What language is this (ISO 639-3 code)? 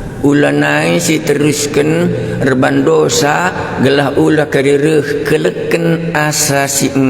btx